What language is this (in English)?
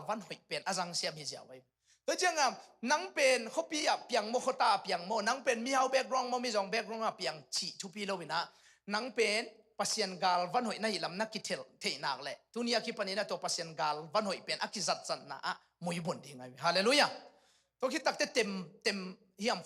Tedim Chin